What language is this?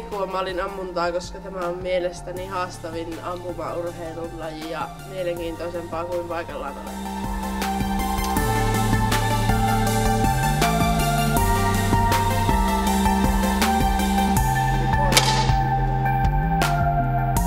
Finnish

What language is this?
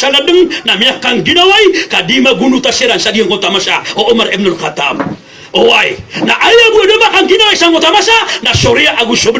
Maranao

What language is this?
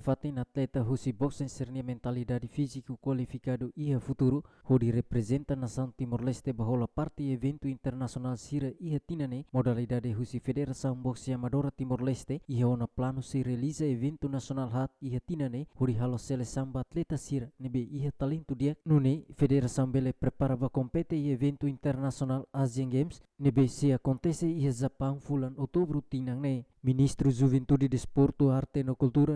Tetum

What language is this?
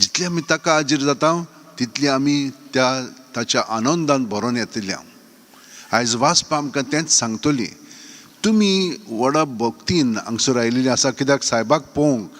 Konkani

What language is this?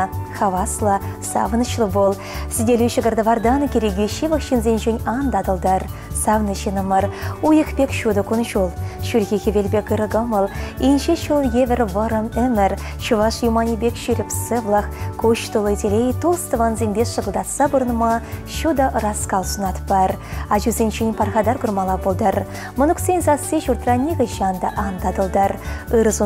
Chuvash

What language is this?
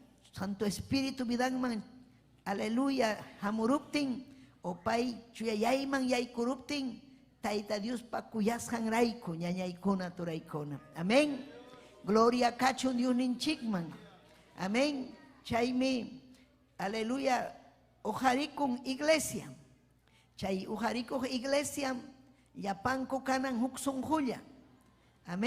Ayacucho Quechua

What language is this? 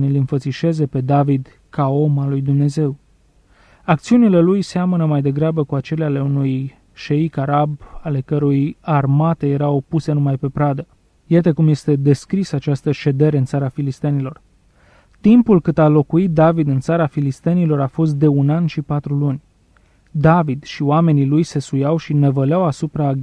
Romanian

